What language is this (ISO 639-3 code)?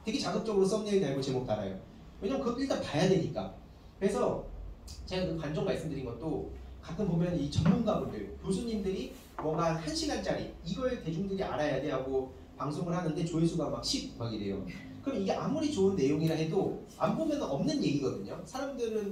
kor